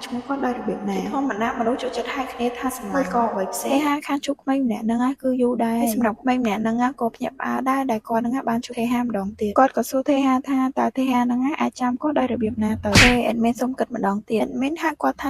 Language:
Khmer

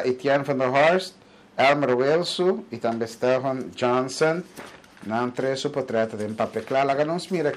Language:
Papiamento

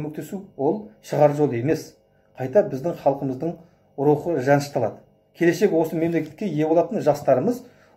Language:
Kazakh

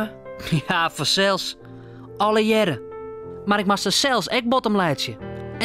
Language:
Western Frisian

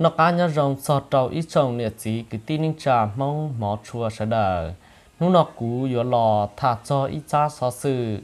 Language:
Hmong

